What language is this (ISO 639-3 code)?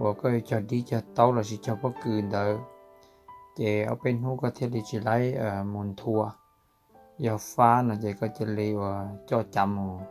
hmn